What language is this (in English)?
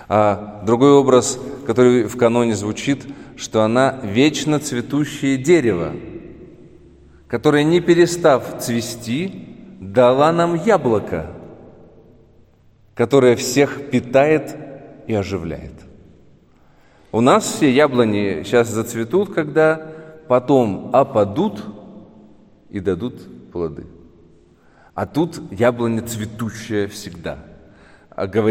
Russian